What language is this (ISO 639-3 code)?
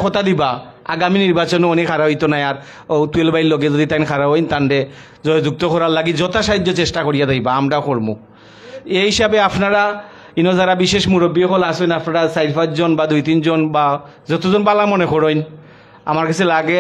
syl